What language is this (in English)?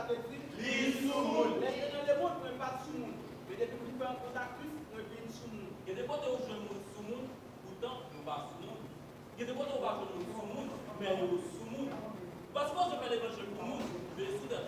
Haitian Creole